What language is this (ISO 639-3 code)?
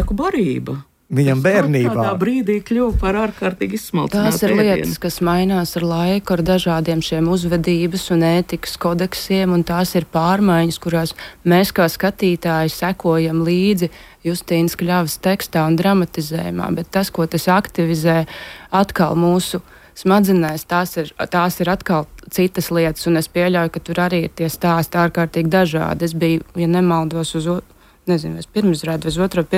lav